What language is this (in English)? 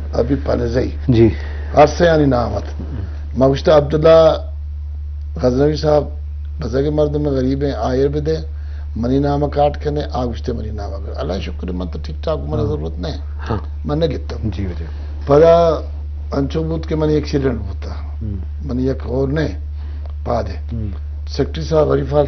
Eastern Balochi